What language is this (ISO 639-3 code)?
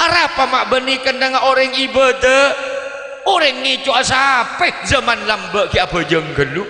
mad